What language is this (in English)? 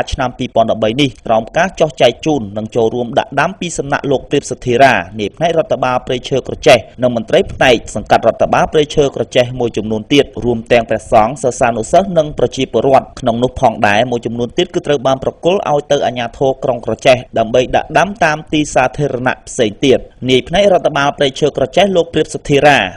Khmer